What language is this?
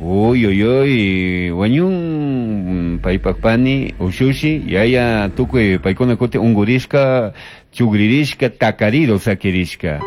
Chimborazo Highland Quichua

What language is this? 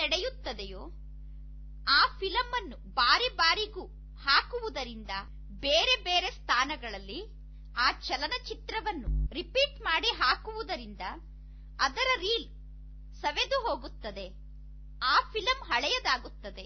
Kannada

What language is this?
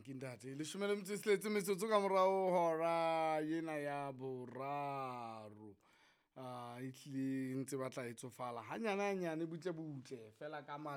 Southern Sotho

